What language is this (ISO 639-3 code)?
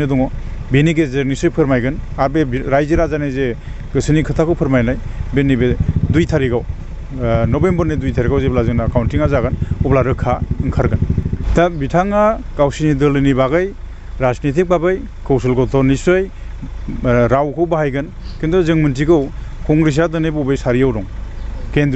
brx